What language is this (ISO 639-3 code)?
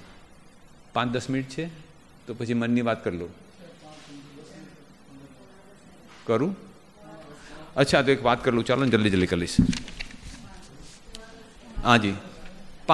guj